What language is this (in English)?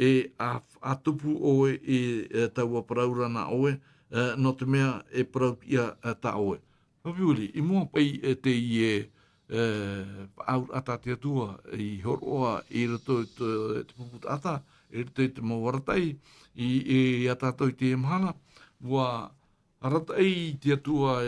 Tahitian